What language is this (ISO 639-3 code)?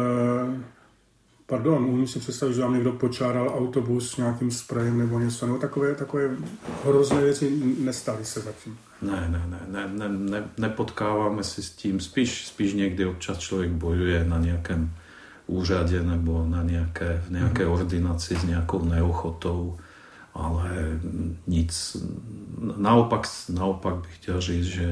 ces